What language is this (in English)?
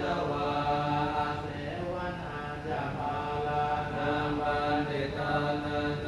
Pali